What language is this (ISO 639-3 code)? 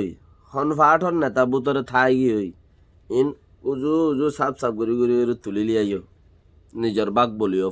rhg